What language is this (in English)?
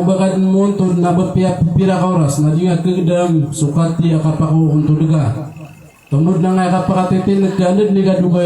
Maranao